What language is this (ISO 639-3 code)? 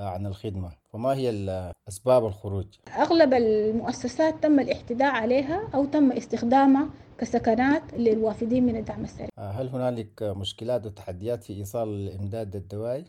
apd